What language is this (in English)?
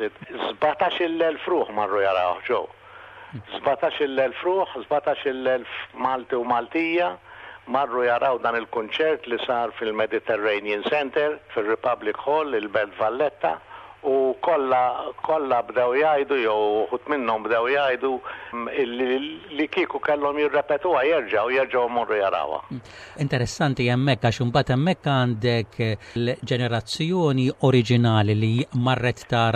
Maltese